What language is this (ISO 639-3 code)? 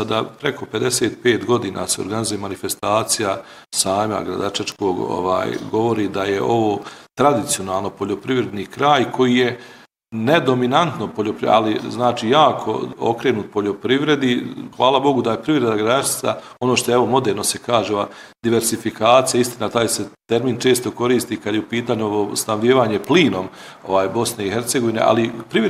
bos